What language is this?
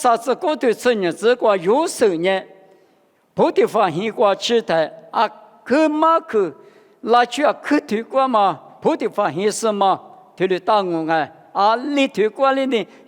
Lisu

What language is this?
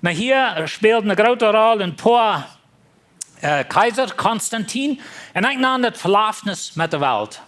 Plautdietsch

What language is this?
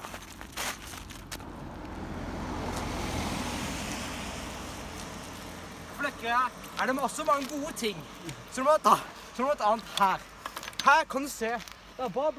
Norwegian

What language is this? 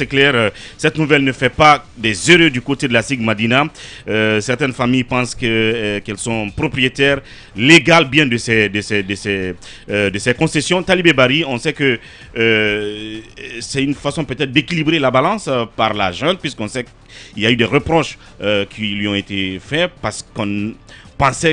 French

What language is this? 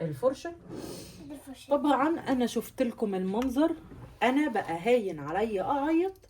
Egyptian Arabic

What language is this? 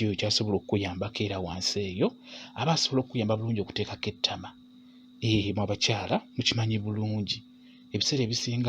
Ganda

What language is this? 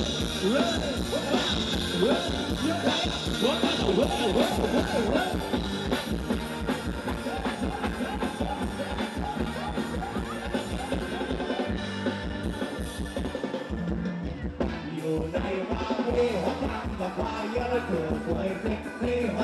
Thai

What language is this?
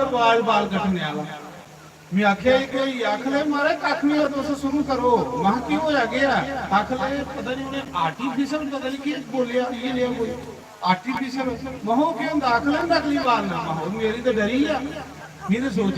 Dogri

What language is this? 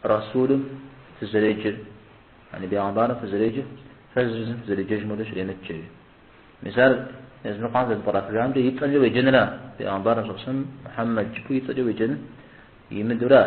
Kabardian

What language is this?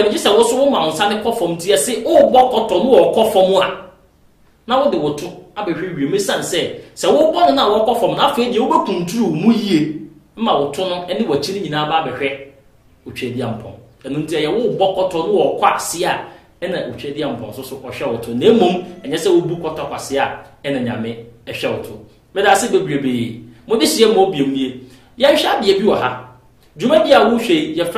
Akan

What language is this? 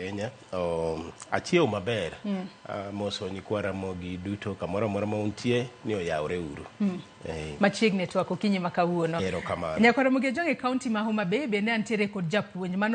Luo (Kenya and Tanzania)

